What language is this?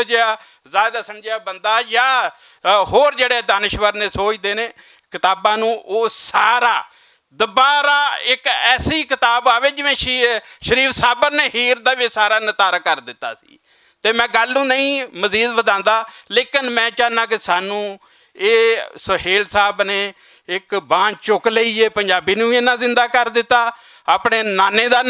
Western Panjabi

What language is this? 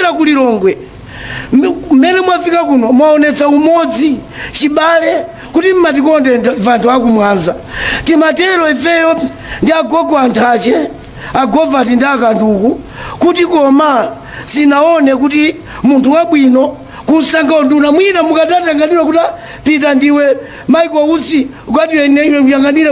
Nyanja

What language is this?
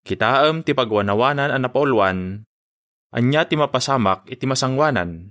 Iloko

